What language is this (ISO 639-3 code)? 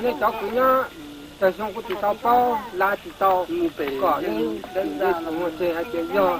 hmn